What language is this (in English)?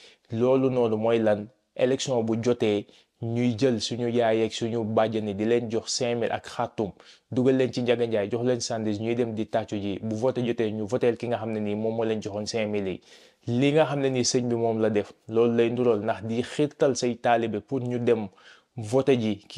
Wolof